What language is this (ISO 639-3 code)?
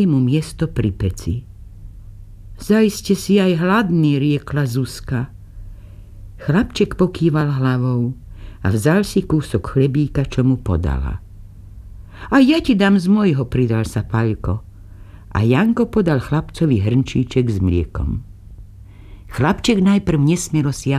slk